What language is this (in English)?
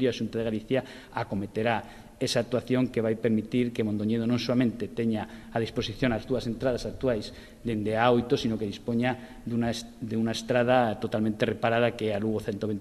Galician